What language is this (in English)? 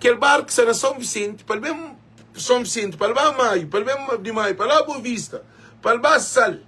Kabuverdianu